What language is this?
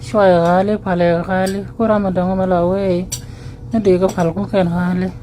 Nuer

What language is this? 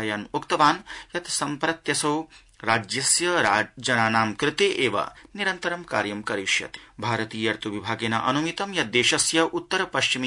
Sanskrit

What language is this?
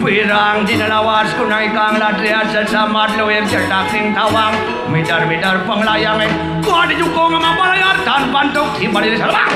Balinese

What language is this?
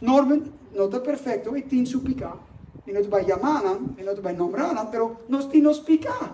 Papiamento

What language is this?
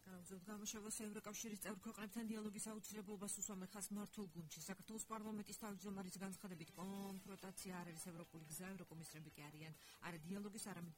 Georgian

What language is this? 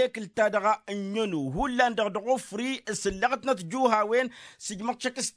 Tamasheq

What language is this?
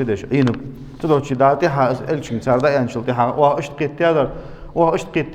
Ingush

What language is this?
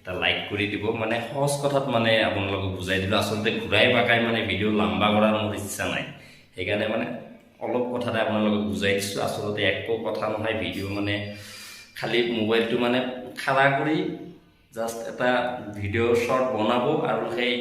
Assamese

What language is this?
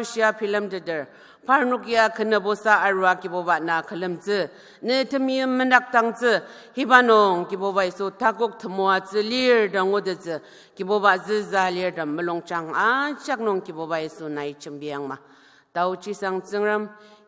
Ao Naga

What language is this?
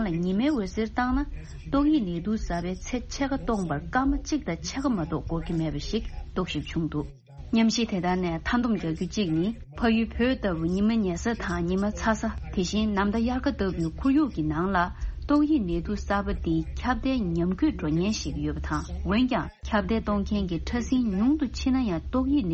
Tibetan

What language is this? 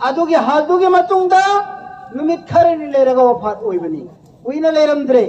Manipuri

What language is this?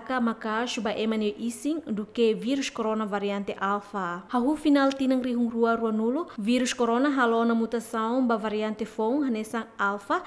Tetum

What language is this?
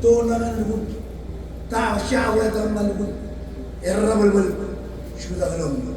Marshallese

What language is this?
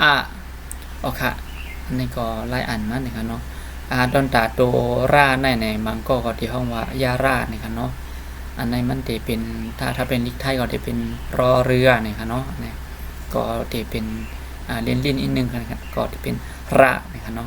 Shan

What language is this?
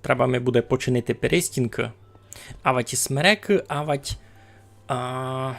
Rusyn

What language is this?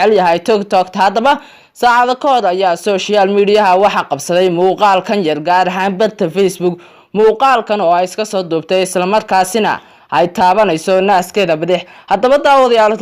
Somali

